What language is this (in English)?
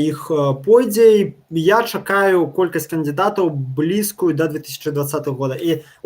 Belarusian